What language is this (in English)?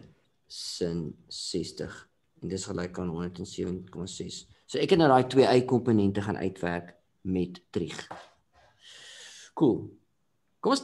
Afrikaans